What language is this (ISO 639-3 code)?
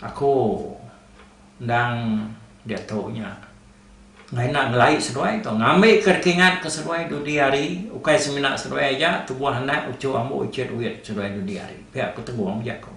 iba